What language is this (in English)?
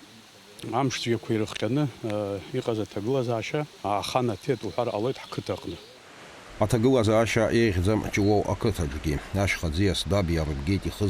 Abkhazian